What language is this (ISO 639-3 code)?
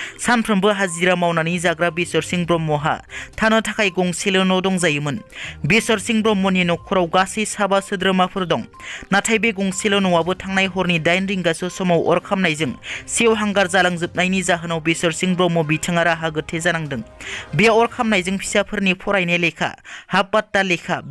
brx